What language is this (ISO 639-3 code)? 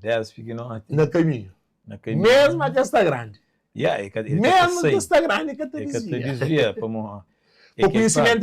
kea